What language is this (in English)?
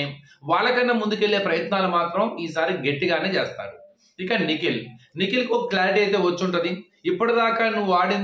Telugu